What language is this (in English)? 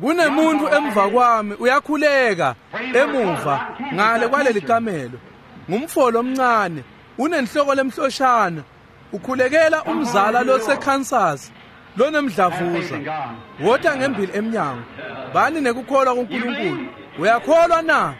Swati